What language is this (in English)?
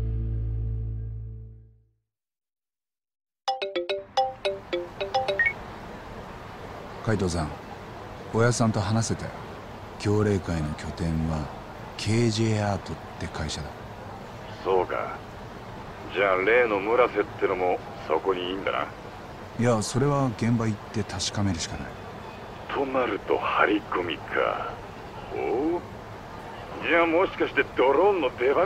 Japanese